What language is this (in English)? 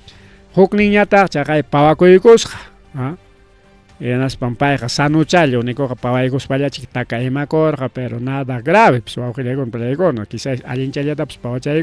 Ayacucho Quechua